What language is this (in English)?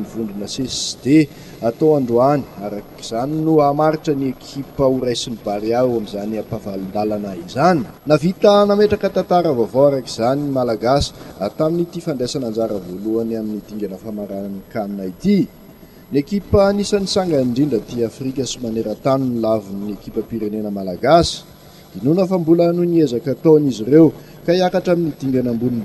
Malagasy